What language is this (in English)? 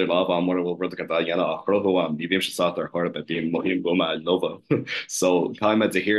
Irish